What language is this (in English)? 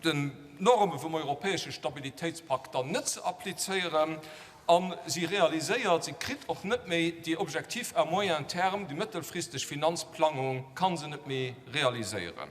Luxembourgish